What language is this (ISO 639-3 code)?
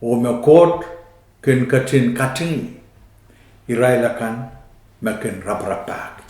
pon